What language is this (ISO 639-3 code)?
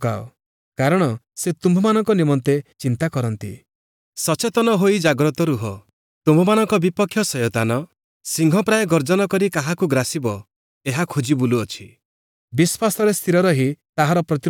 ori